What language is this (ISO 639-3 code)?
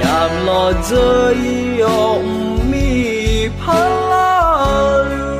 ahk